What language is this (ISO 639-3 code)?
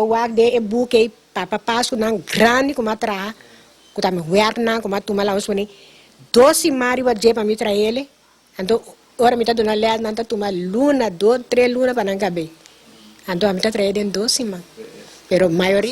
pap